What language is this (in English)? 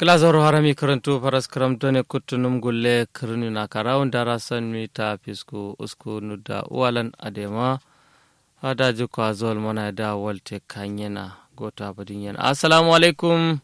Kanuri